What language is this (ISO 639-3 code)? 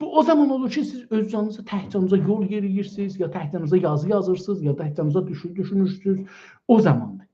azb